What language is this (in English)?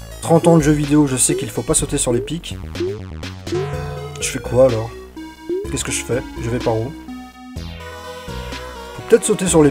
French